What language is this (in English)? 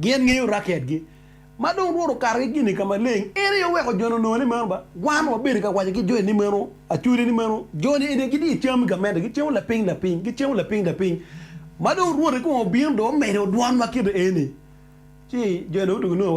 Acoli